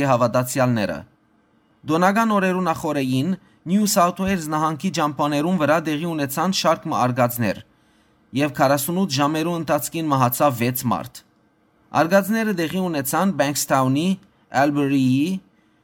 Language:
Western Armenian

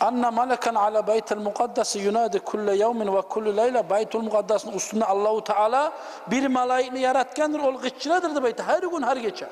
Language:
Kumyk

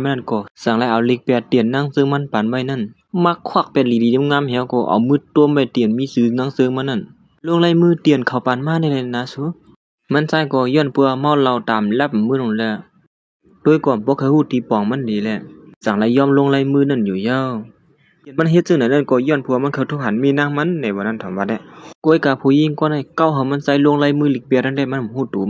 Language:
Shan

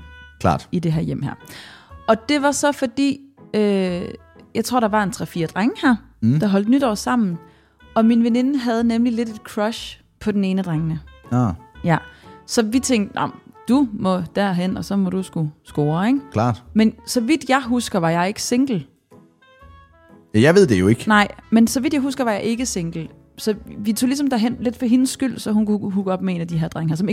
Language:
Danish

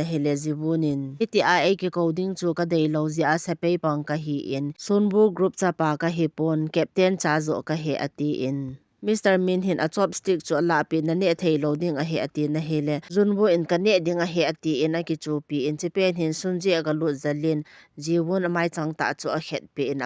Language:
Thado Chin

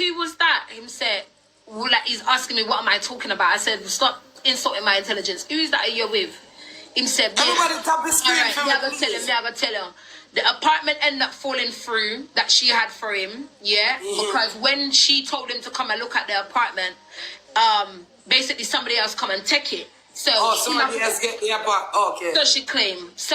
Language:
Jamaican Creole English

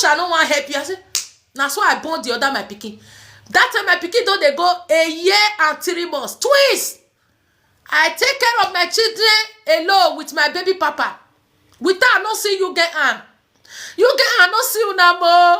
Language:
Nigerian Pidgin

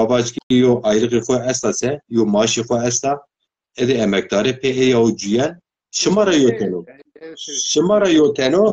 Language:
Zaza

